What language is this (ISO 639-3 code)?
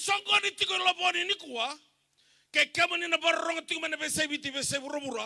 fij